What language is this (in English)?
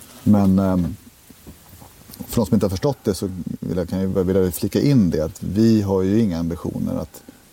Swedish